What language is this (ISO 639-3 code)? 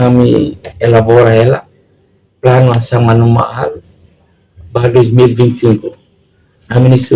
tet